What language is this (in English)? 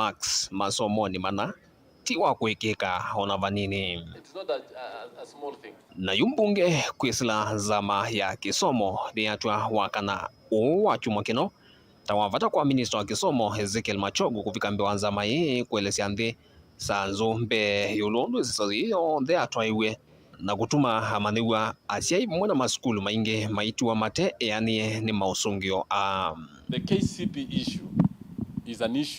Kamba